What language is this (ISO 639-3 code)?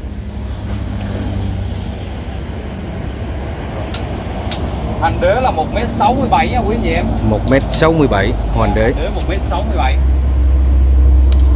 vie